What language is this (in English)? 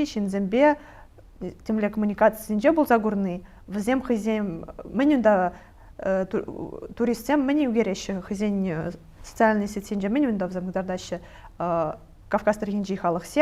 Chuvash